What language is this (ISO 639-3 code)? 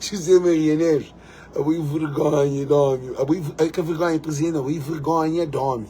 kea